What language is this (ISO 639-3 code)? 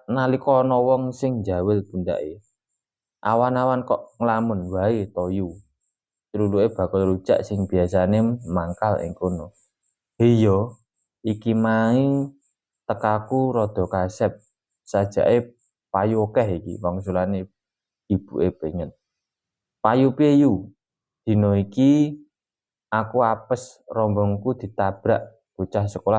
jav